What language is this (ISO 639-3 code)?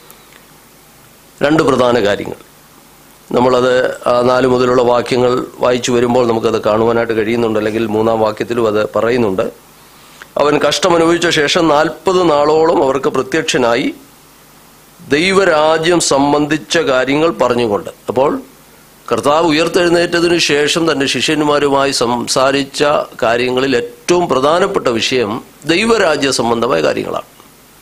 mal